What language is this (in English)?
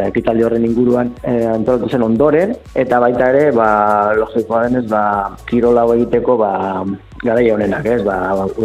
Basque